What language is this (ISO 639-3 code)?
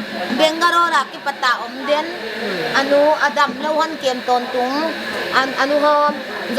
pck